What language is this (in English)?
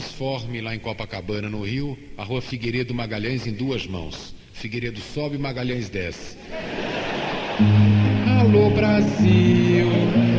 Portuguese